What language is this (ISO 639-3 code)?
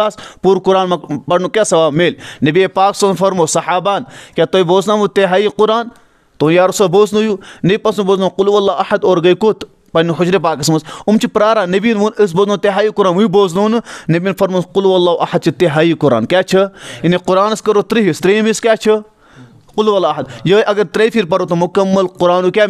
kas